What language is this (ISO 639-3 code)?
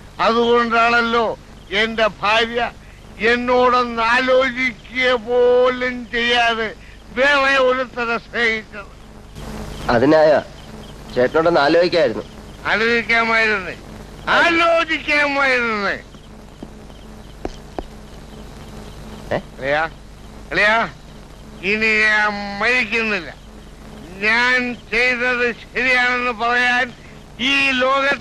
mal